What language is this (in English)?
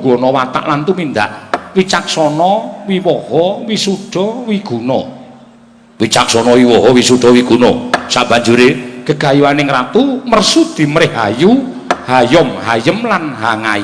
Javanese